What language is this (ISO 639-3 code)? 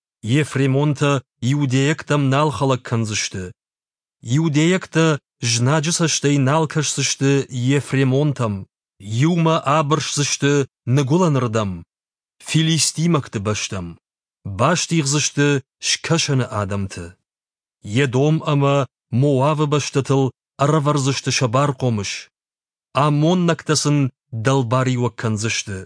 oss